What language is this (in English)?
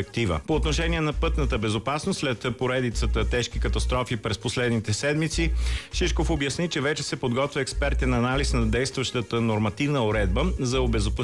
Bulgarian